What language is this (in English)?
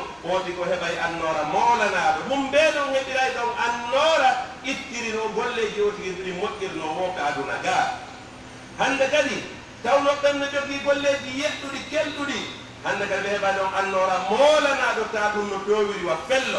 Pular